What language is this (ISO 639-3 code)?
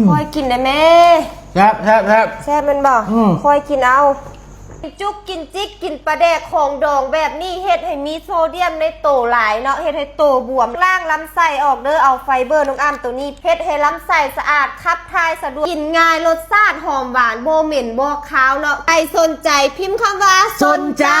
lao